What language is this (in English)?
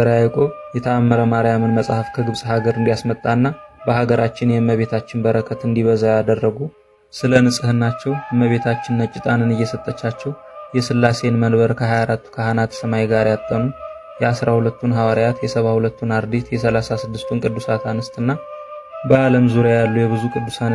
Amharic